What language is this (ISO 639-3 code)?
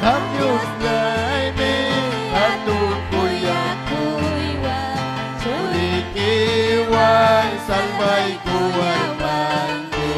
quy